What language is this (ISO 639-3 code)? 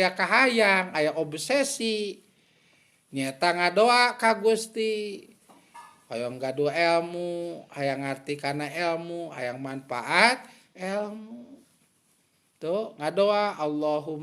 sun